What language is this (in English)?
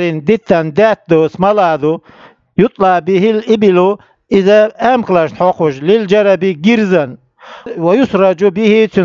Chechen